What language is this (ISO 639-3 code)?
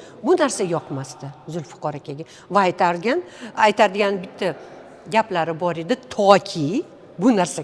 uzb